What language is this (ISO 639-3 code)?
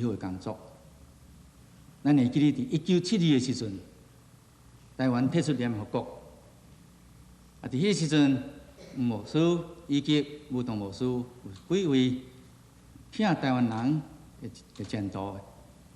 nan